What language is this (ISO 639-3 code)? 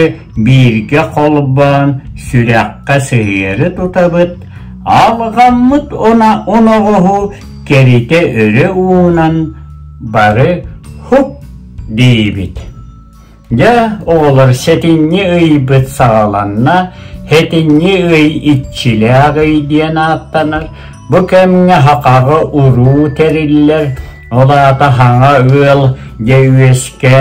sah